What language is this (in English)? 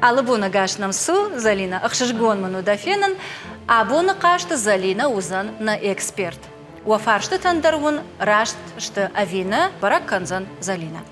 Ossetic